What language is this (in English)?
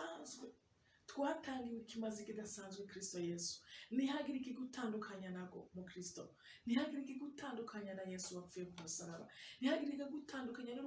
Rundi